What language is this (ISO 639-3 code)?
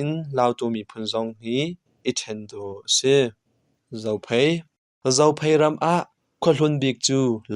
cnh